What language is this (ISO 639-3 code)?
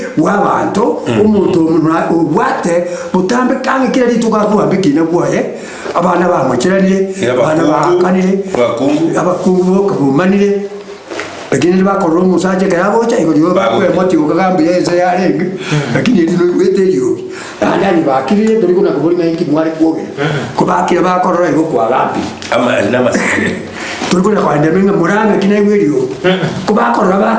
guz